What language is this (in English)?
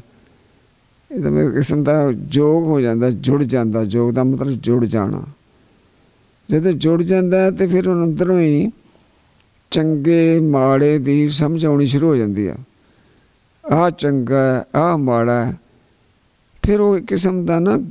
Punjabi